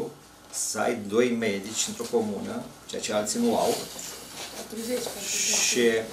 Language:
Romanian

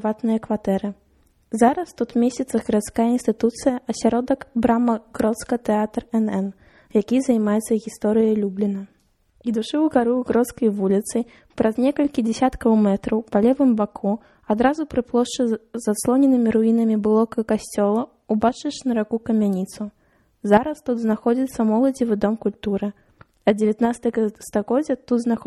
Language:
Belarusian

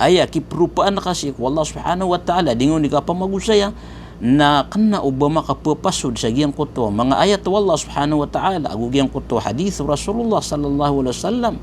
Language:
Maranao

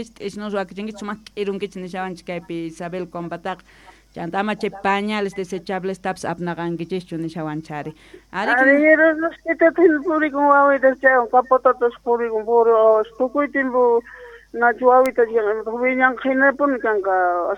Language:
South Bolivian Quechua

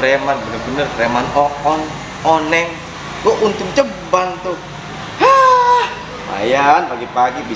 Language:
Betawi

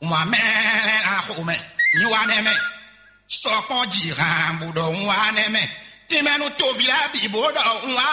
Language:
Fon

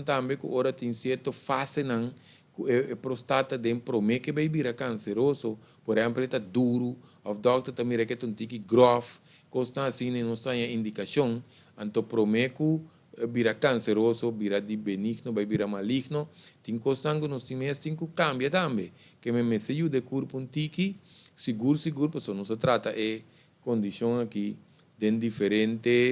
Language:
Papiamento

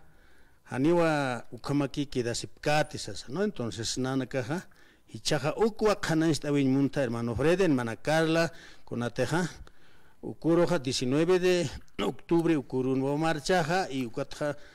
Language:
Aymara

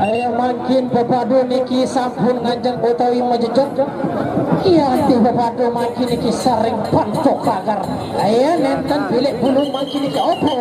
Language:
Sasak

